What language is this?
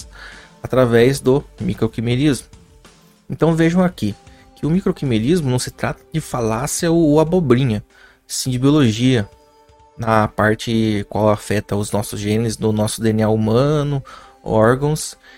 Portuguese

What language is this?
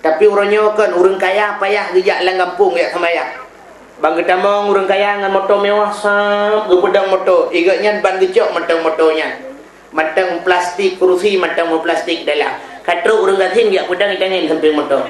Achinese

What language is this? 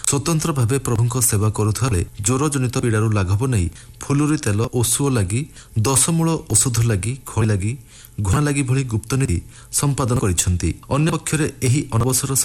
Odia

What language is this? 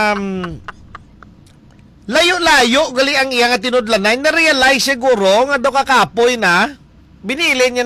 Hiligaynon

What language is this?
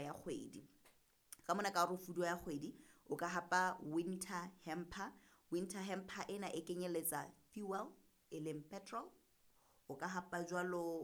Southern Sotho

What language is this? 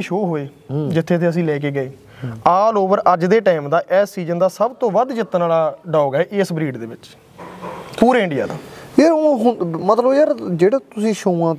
Punjabi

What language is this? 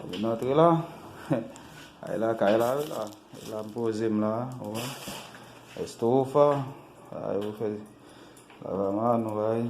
Haitian Creole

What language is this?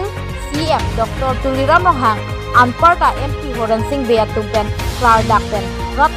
Karbi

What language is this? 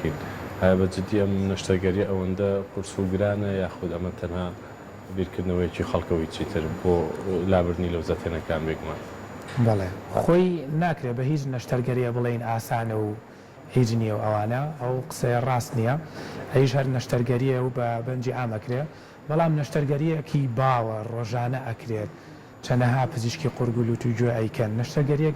Central Kurdish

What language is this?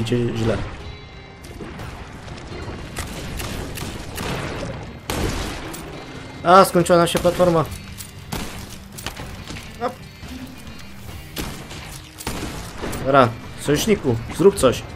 Polish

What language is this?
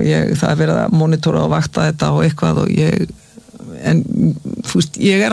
Icelandic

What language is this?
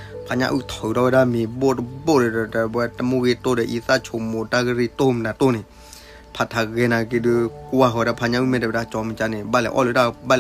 S'gaw Karen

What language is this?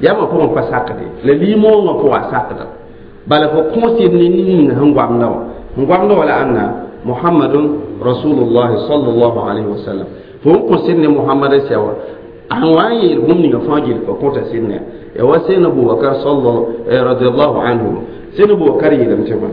Mossi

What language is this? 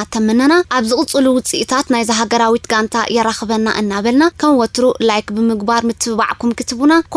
Tigrinya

